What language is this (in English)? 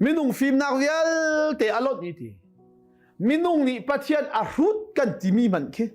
Hakha Chin